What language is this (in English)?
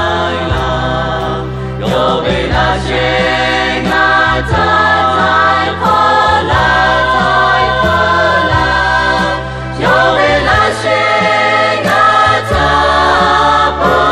Lahu